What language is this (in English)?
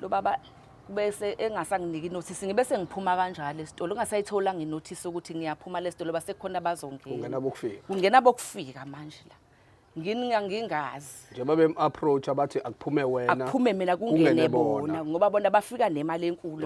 Zulu